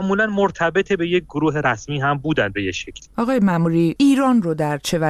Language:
Persian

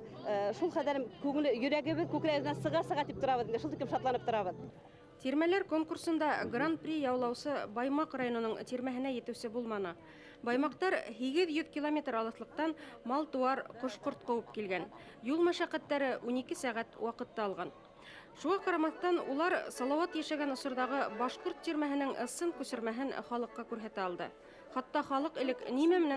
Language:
Bashkir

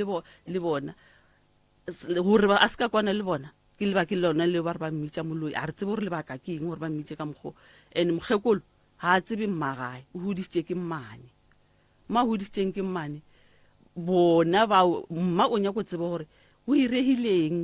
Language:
Northern Sotho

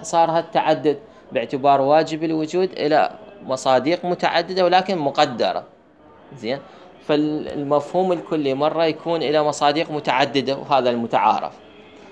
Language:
Mesopotamian Arabic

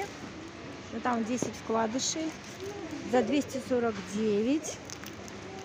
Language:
Russian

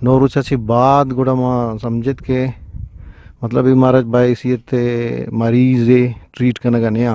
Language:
Eastern Balochi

